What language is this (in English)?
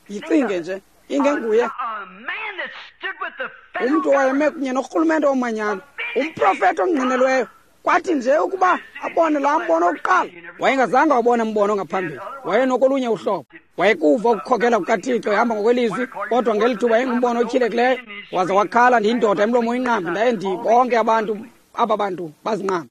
Xhosa